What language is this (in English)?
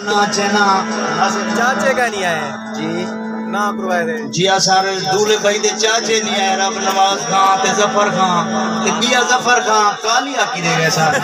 Saraiki